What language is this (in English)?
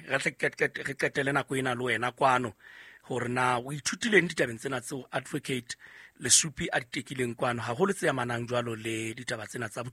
Southern Sotho